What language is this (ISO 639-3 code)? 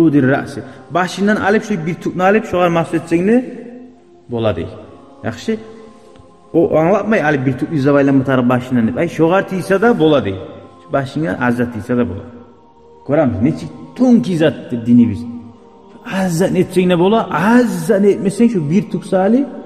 kum